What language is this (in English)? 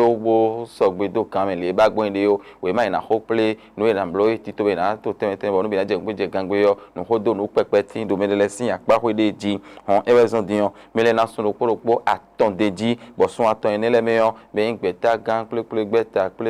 Fon